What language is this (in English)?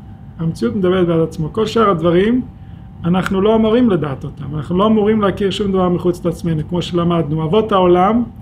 Hebrew